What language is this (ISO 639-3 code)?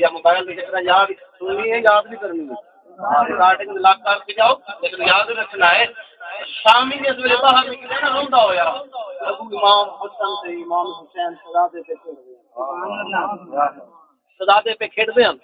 skr